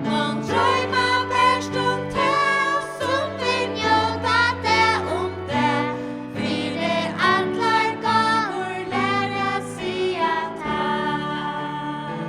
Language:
Faroese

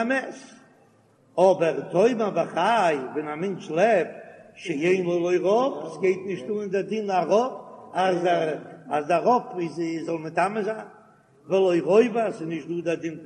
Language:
Yiddish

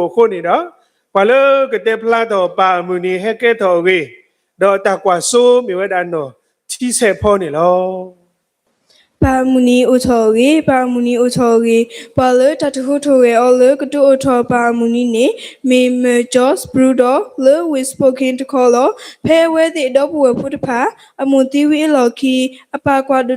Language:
S'gaw Karen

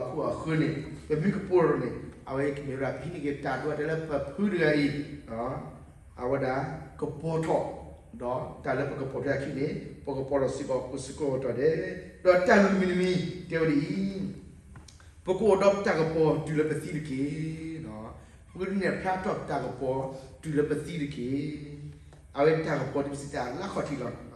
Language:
S'gaw Karen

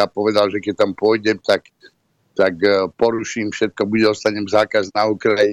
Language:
Slovak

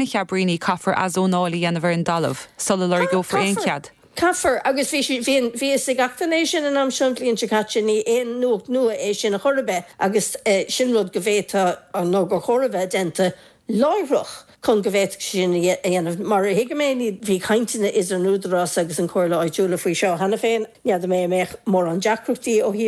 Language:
Irish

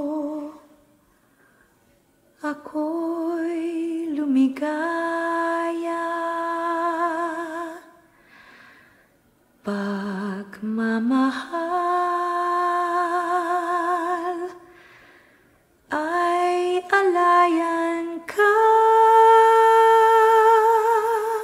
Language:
Filipino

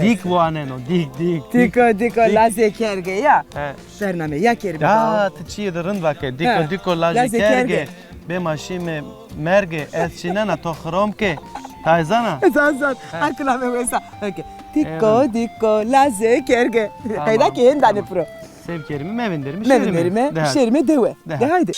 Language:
Zaza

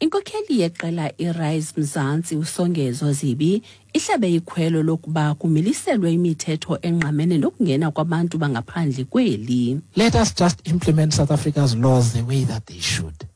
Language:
Xhosa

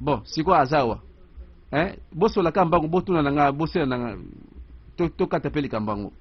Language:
Lingala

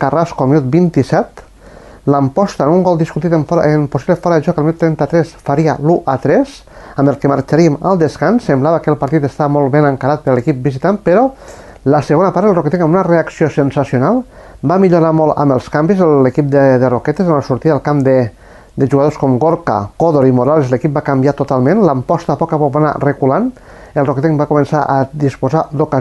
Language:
Catalan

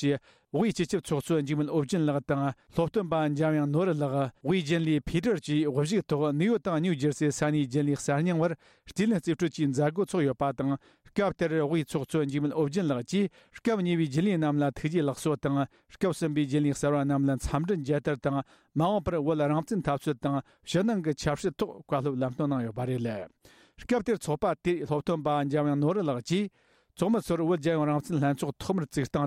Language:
Tibetan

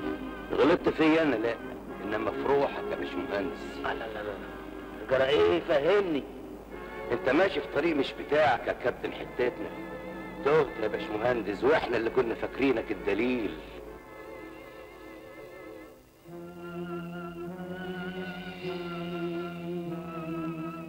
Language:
Egyptian Arabic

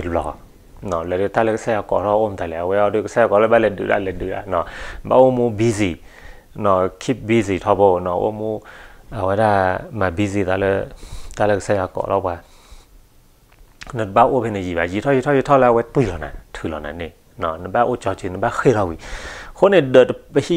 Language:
S'gaw Karen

